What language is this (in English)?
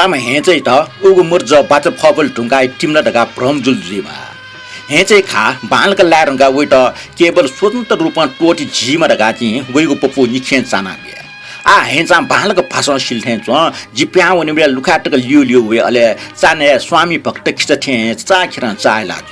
Newari